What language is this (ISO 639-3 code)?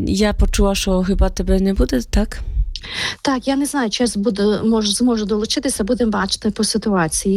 ukr